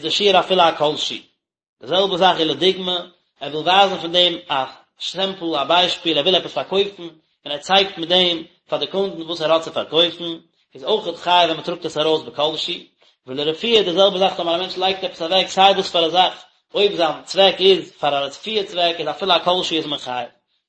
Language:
Yiddish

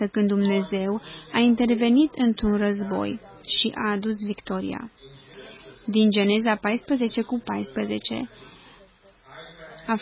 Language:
Romanian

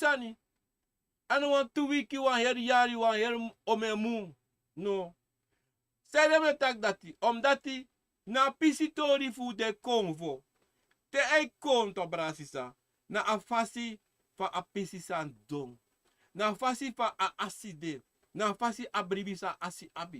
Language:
Sranan Tongo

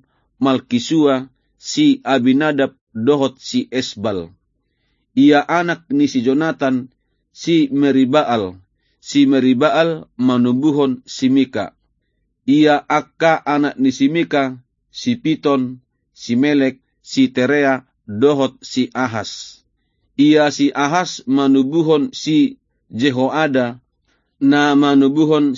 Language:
Batak Toba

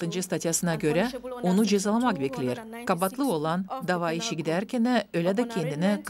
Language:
Gagauz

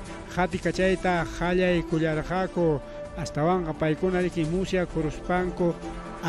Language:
Ayacucho Quechua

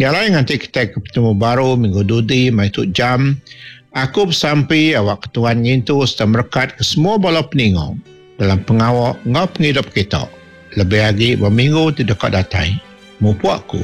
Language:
Iban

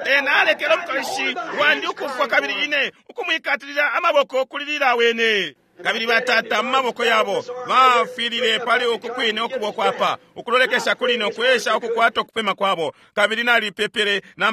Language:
Bemba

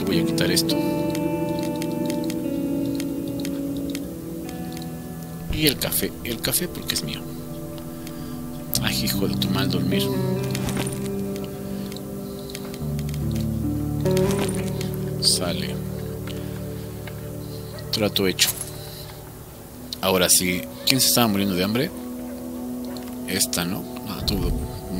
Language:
Spanish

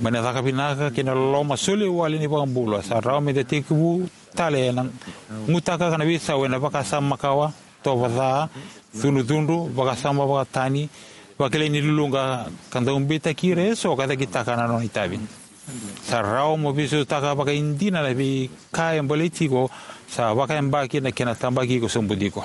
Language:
Fijian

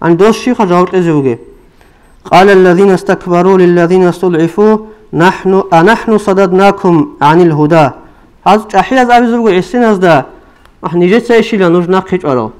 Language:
Avaric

